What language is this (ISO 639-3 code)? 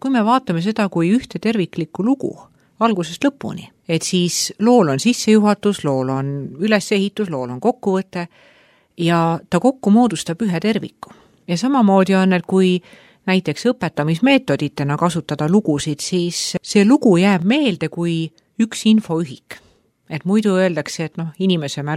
est